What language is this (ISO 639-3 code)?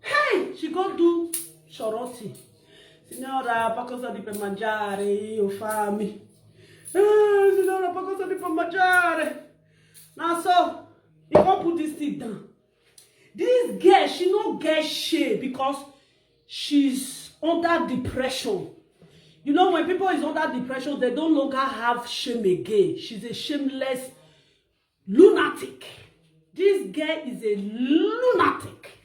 pcm